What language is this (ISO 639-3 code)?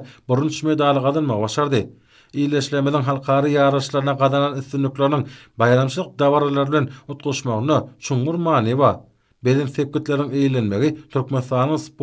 tuk